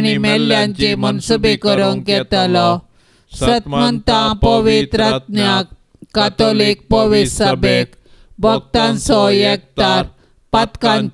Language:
Konkani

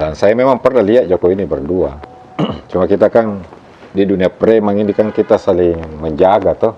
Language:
Makassar Malay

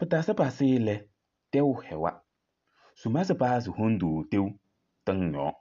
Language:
Kabiyè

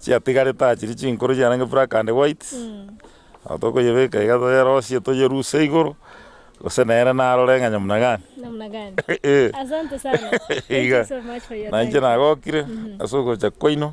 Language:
Gusii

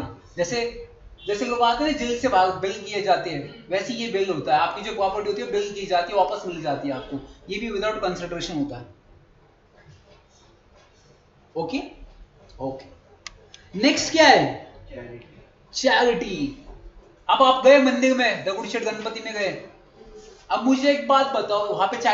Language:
Hindi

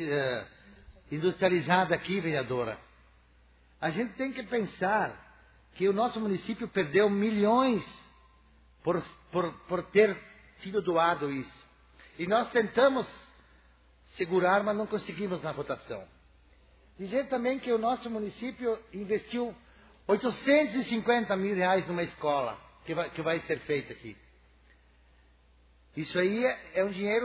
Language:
Portuguese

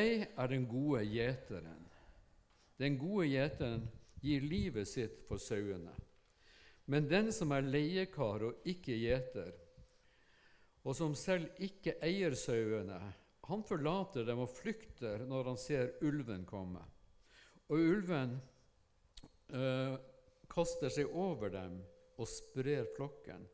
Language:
Norwegian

